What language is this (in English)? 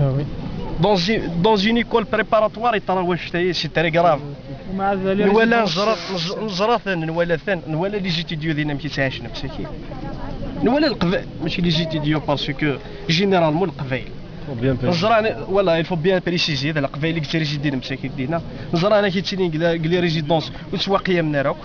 Kabyle